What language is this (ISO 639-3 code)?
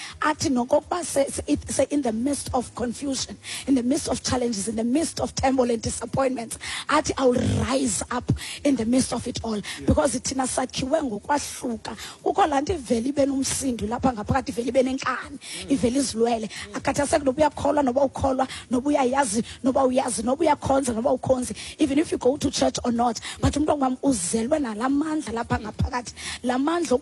xho